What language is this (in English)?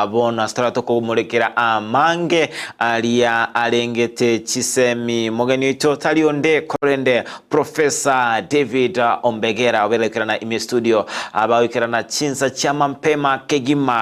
Gusii